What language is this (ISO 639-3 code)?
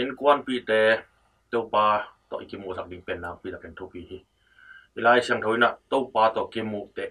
ctd